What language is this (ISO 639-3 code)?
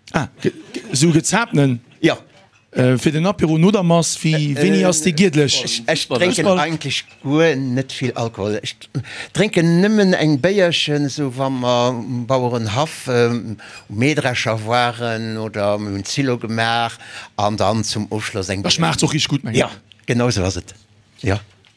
ltz